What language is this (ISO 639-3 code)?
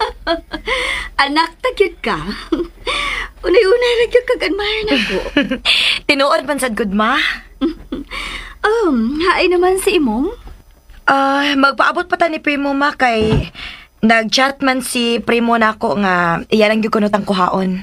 ceb